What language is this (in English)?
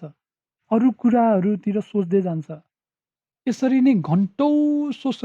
Nepali